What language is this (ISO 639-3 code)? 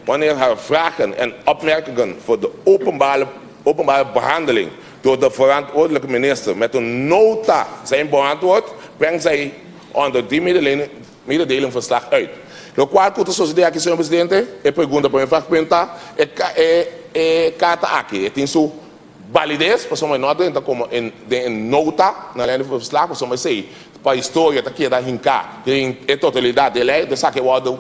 pap